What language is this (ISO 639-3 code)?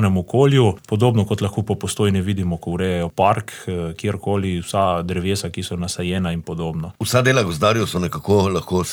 slv